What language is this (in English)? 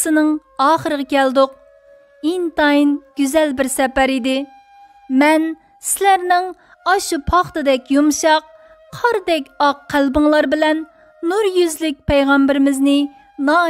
Uyghur